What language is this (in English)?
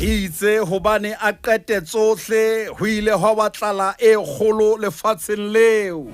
Southern Sotho